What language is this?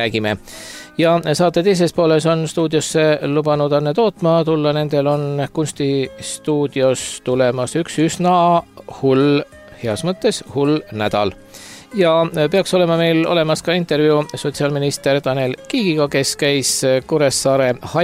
Estonian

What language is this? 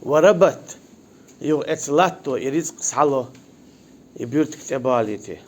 Chechen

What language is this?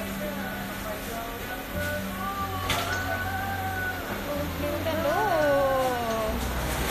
Malay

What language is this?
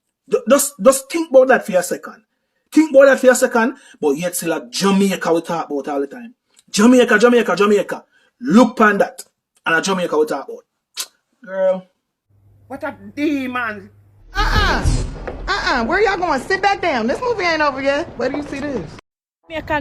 Jamaican Creole English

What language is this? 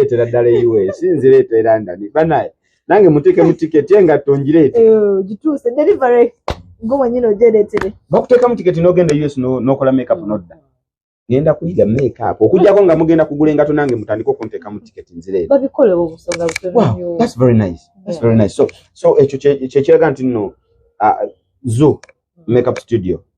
Ganda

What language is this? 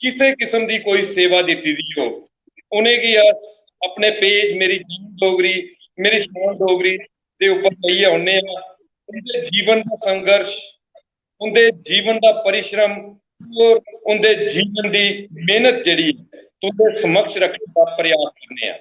Dogri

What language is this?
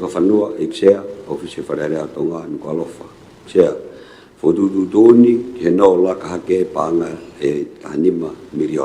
Tongan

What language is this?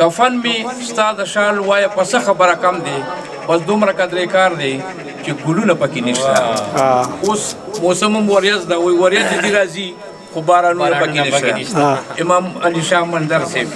Pashto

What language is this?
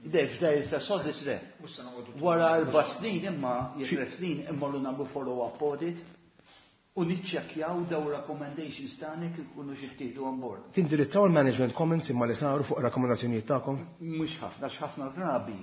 Maltese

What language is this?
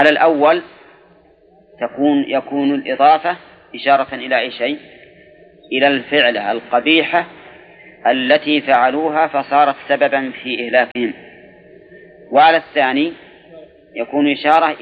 Arabic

